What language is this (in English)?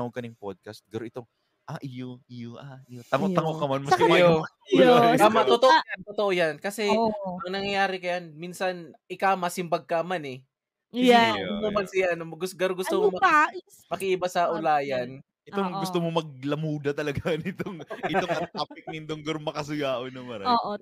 Bikol